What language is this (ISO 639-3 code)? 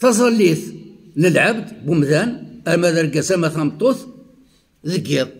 kab